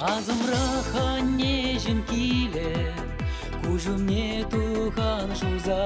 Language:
Chuvash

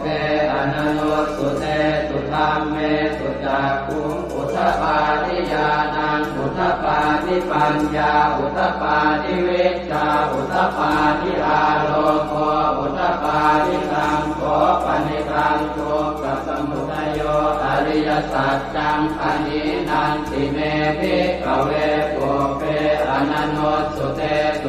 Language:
Pali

